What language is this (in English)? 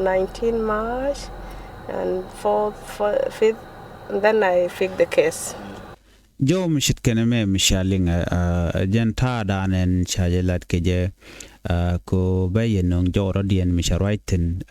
Nuer